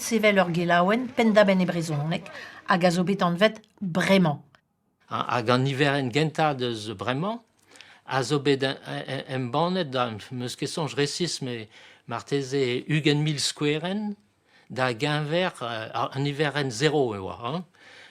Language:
Breton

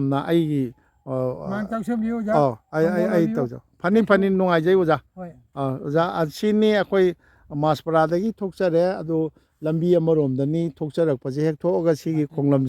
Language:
Manipuri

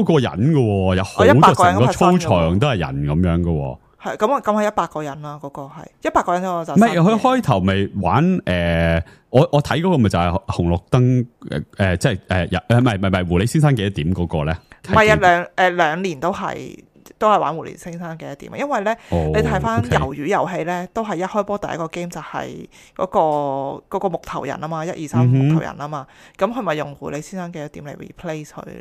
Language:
Cantonese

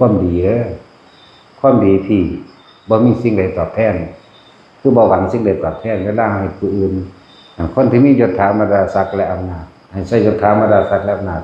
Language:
Northeastern Thai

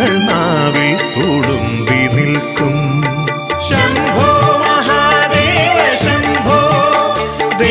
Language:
Malayalam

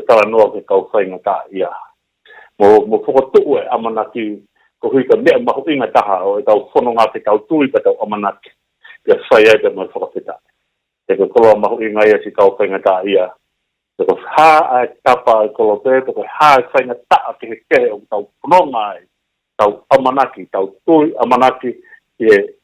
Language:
Tongan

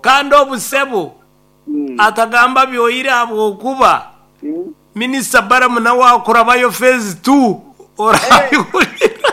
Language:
Nyankole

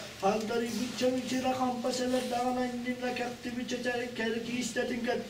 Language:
Yakut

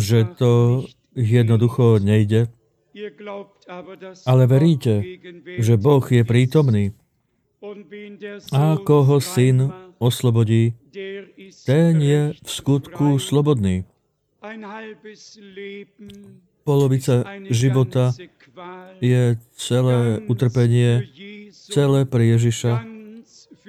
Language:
Slovak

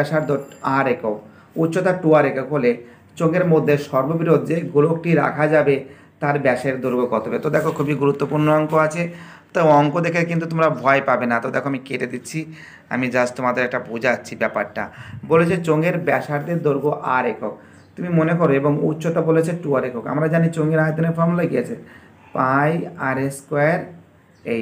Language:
Bangla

